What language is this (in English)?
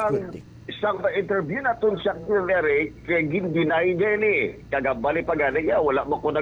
Hiligaynon